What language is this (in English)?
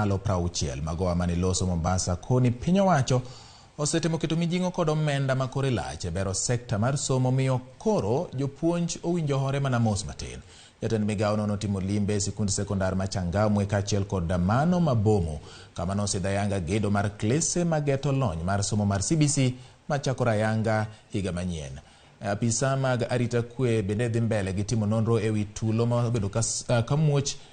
Luo (Kenya and Tanzania)